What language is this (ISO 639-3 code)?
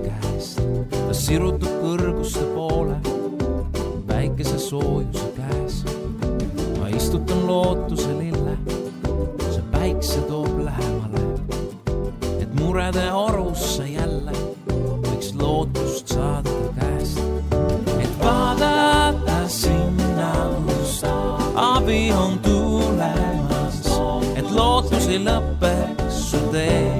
est